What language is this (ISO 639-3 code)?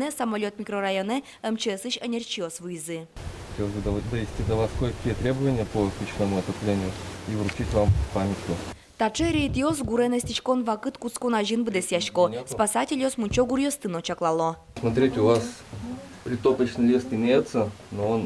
udm